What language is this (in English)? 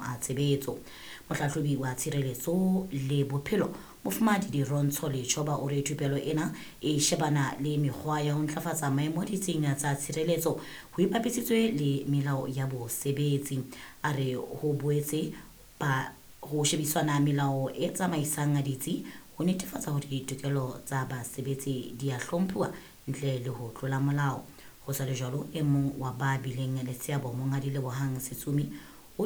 Southern Sotho